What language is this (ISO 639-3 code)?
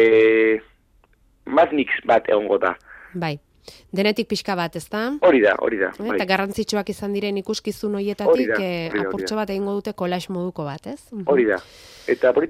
eus